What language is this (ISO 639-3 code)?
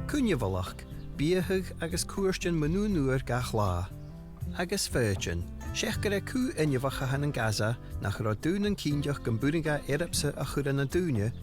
gla